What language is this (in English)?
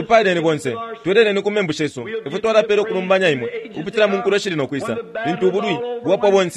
Bemba